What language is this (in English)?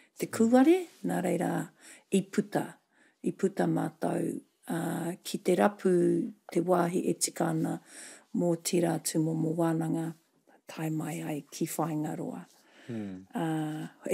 Māori